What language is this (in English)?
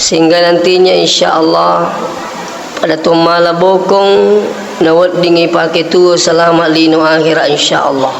Buginese